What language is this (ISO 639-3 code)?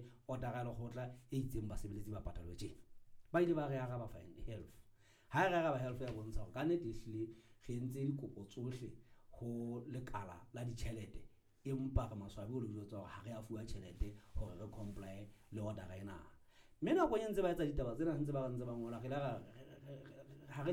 sot